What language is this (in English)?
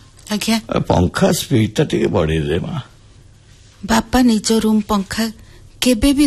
Odia